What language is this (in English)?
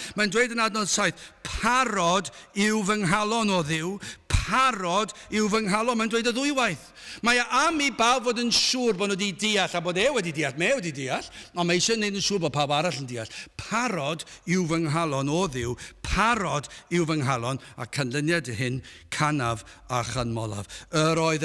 Welsh